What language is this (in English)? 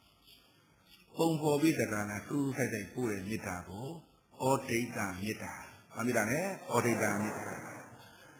Burmese